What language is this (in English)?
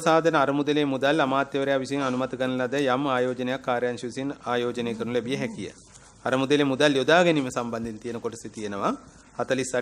Sinhala